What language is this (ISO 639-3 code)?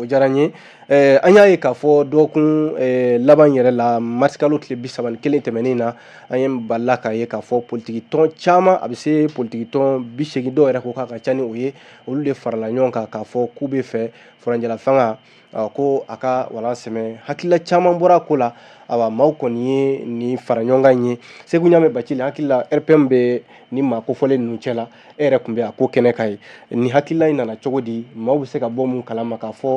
bam